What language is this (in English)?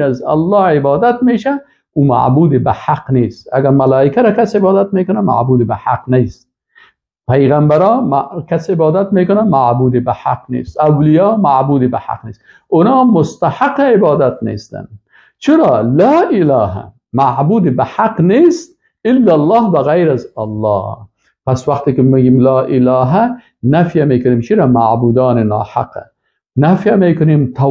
Persian